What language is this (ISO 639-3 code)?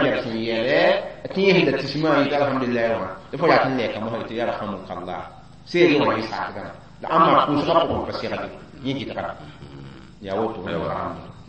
mos